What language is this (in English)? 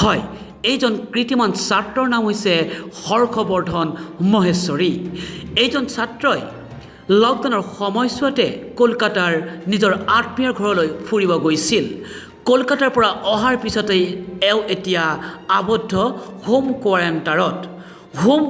Assamese